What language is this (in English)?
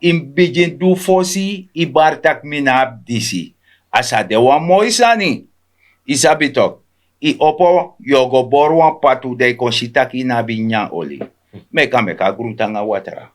Sranan Tongo